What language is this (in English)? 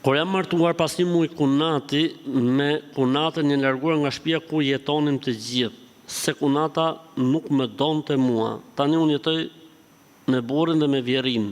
Albanian